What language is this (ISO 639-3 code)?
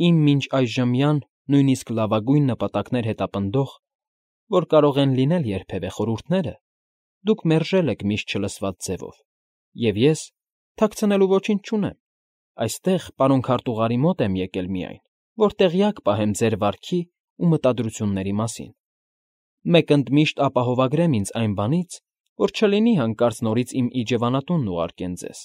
hye